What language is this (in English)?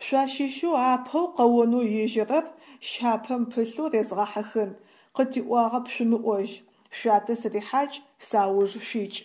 Adyghe